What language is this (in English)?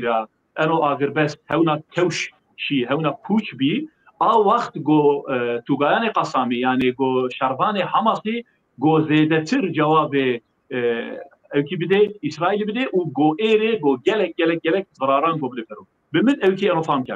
Zaza